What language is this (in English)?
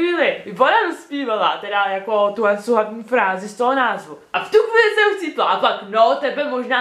Czech